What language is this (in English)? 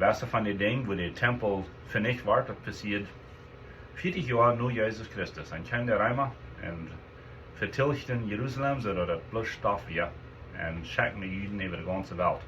Plautdietsch